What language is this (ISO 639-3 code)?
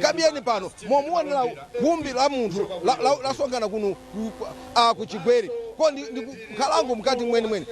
nya